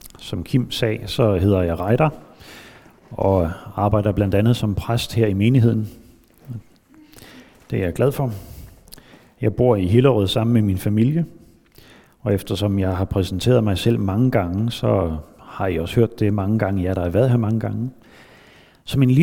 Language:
Danish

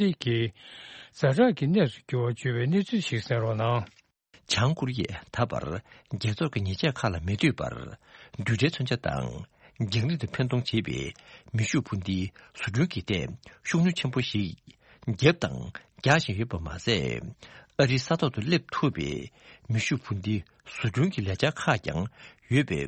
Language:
Tibetan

